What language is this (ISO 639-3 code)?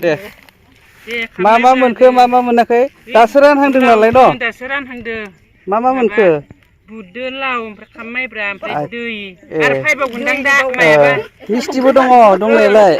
brx